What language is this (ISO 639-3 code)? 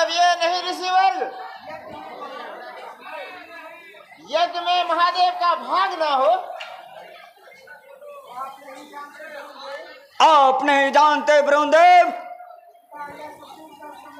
hin